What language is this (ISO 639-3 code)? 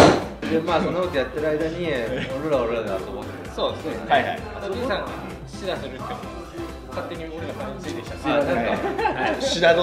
jpn